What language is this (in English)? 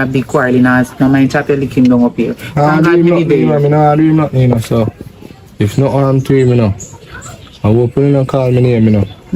Jamaican Creole English